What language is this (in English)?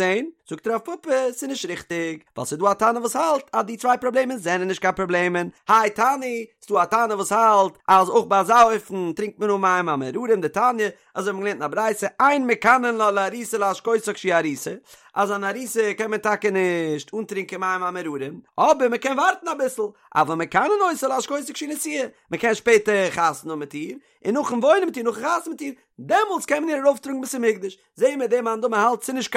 Yiddish